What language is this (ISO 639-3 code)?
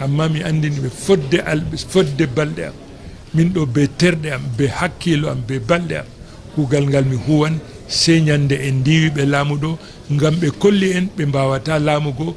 ful